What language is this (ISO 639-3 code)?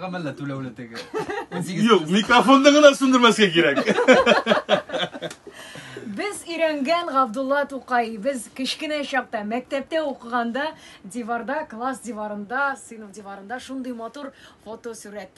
tat